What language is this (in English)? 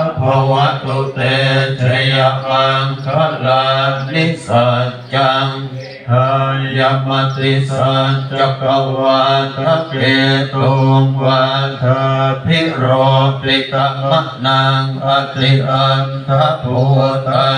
Pali